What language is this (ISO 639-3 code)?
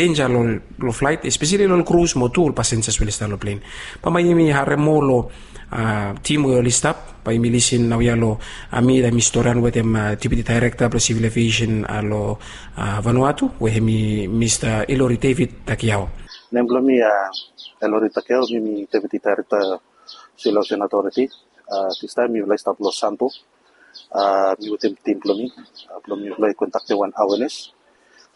bis